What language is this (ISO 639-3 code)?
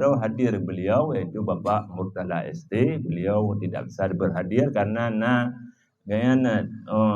ace